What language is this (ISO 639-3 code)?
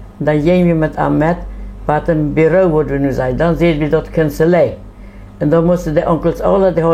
pdt